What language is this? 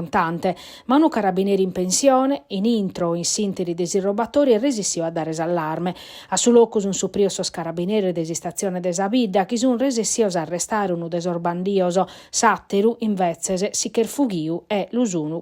Sardinian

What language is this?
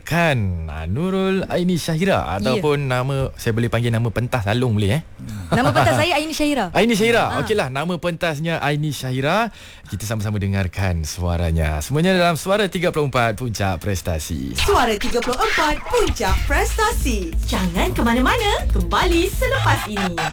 Malay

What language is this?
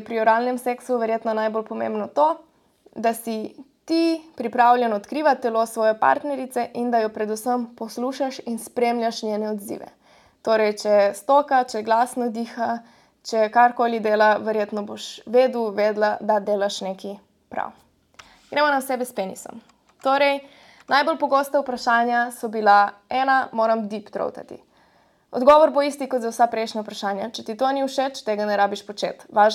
Slovenian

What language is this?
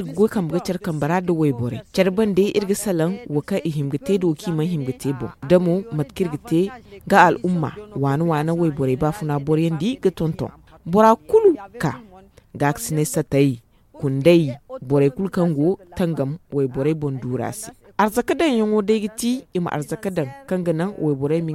Zarma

